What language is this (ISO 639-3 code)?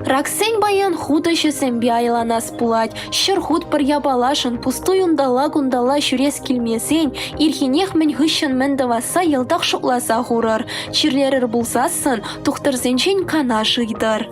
chv